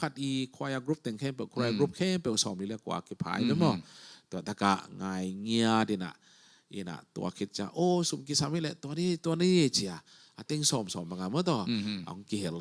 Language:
Tedim Chin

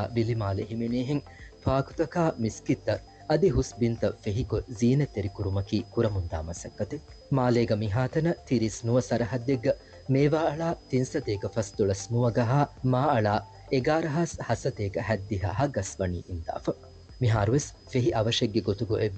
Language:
Divehi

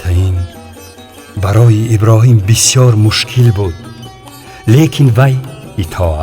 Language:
Tajik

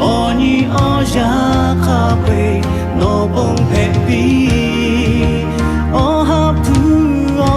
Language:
Lahu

